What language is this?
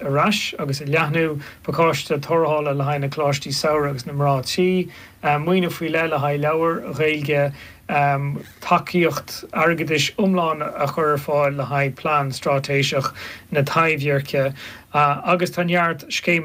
Irish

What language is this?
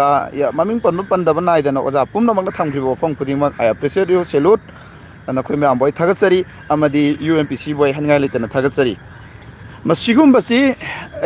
Manipuri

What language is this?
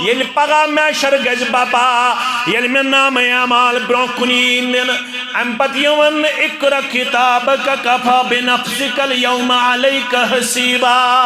Kashmiri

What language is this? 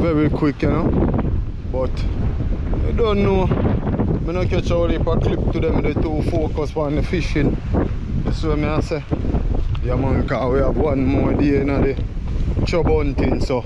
Jamaican Creole English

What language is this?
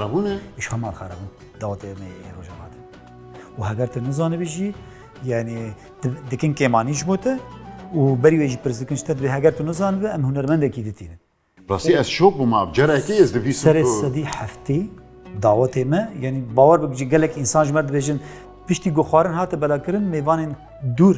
Kurdish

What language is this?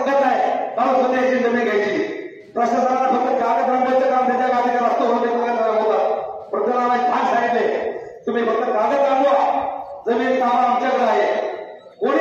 Marathi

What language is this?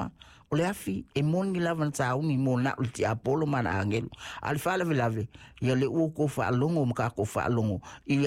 Samoan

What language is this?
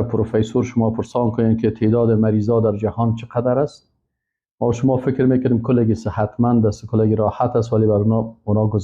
Persian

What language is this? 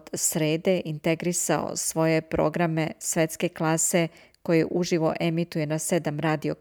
Serbian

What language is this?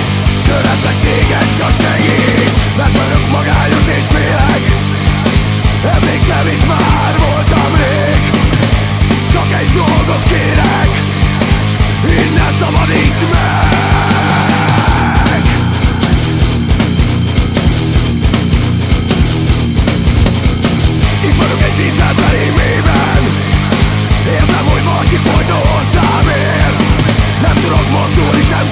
Hungarian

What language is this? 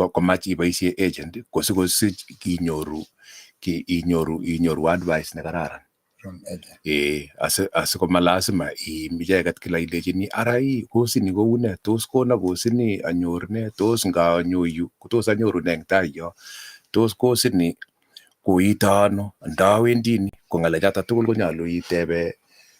Kalenjin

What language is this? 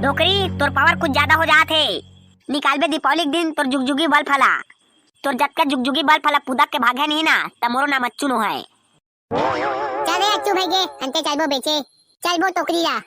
Chhattisgarhi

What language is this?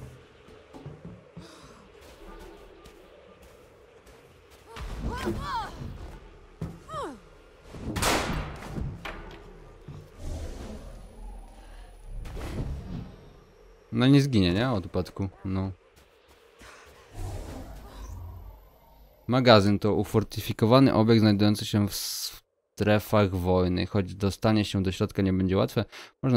Polish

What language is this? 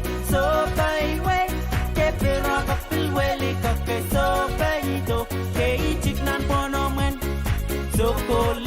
Pohnpeian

